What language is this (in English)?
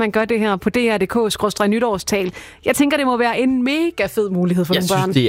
Danish